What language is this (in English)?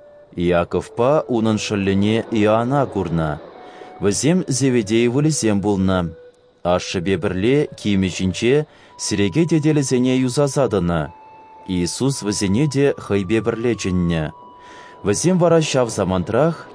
Chuvash